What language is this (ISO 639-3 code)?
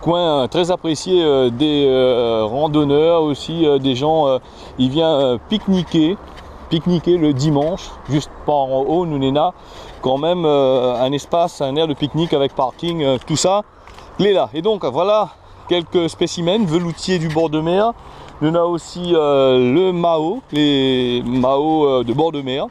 rcf